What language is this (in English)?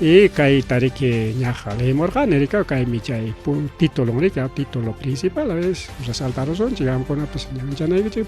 Ayacucho Quechua